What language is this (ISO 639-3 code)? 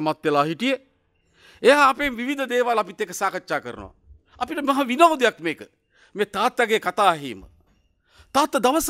sin